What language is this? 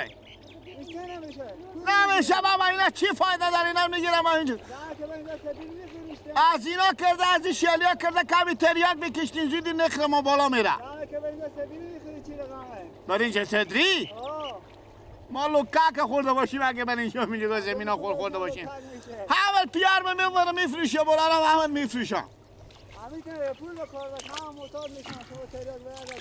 Persian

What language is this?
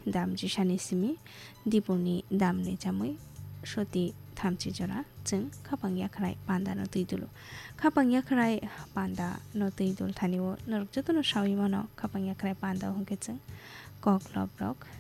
Kok Borok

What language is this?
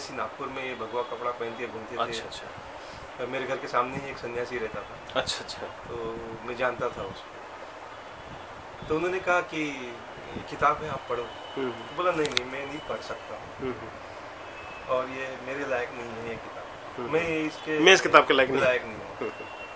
Hindi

